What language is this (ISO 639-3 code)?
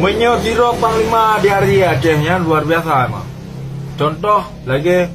ace